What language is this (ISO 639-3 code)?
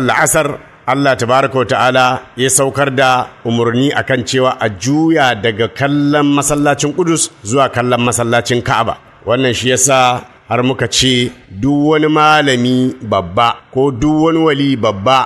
hau